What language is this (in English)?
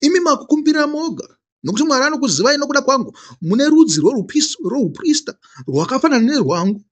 Shona